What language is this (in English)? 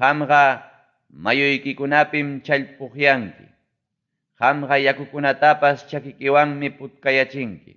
Ayacucho Quechua